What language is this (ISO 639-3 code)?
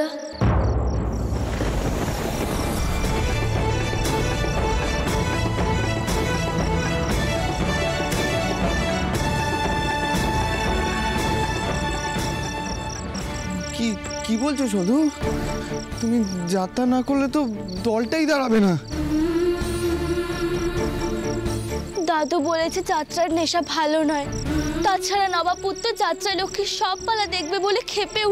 ben